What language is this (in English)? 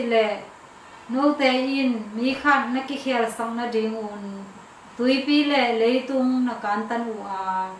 Tedim Chin